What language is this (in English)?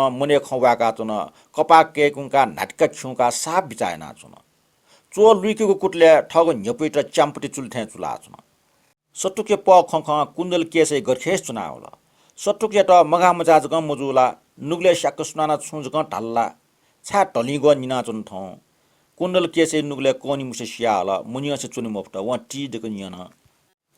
Newari